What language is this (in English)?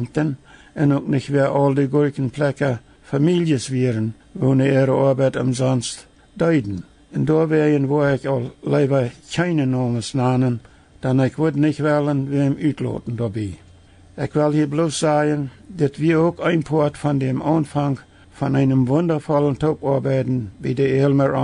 Plautdietsch